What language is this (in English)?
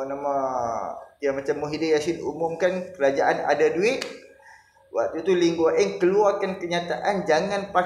Malay